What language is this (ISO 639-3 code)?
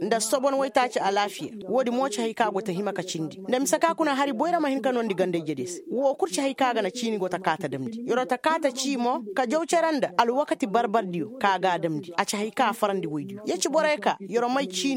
ses